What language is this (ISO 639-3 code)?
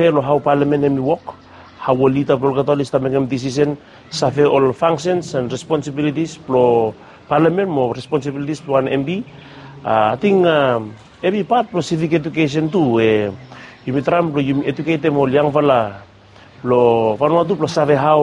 bis